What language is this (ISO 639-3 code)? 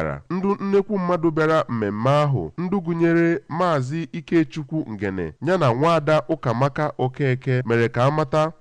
ibo